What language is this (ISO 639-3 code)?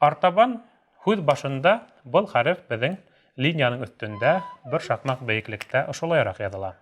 bak